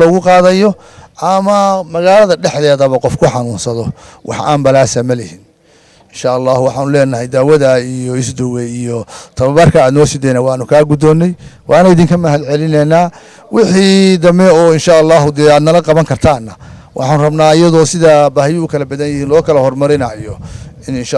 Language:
Somali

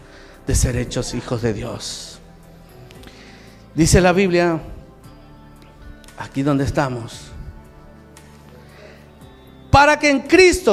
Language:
Spanish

